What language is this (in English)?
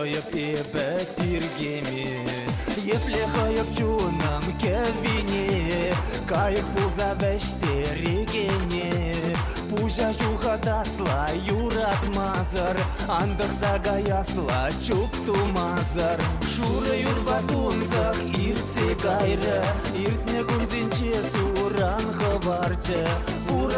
Chuvash